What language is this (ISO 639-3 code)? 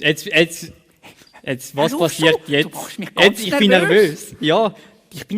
gsw